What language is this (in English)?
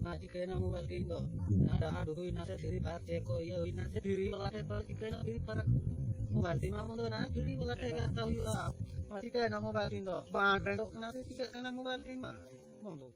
Santali